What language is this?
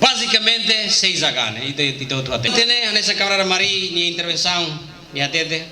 Tetum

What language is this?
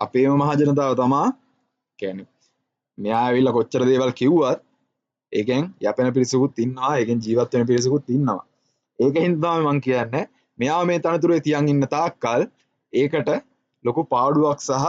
Sinhala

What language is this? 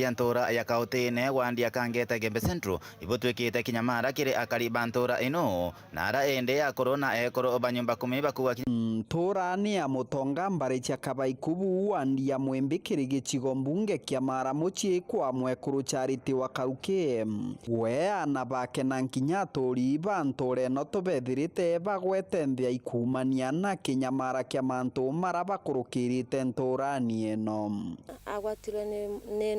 Meru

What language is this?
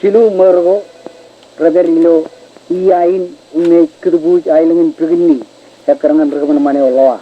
Marshallese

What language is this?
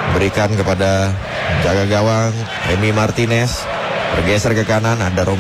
Indonesian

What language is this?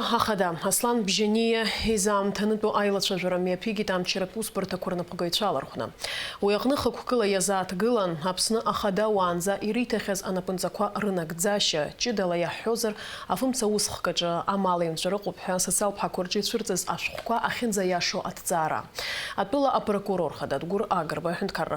Abkhazian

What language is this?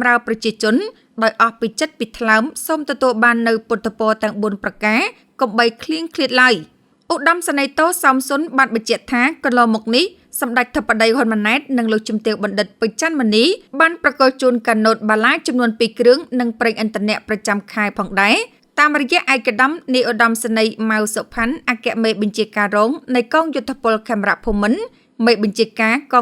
Khmer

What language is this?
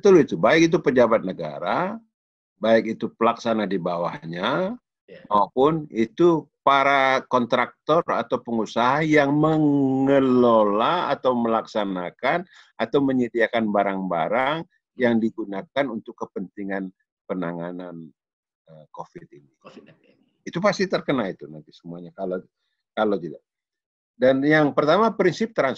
Indonesian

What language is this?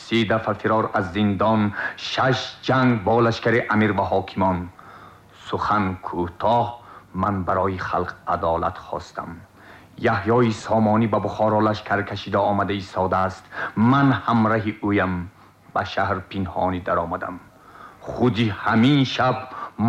Tajik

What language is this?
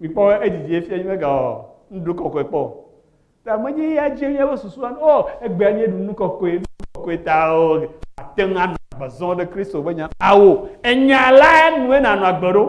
Ewe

